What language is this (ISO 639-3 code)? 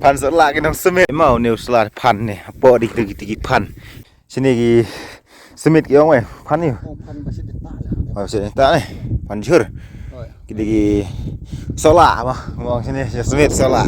kha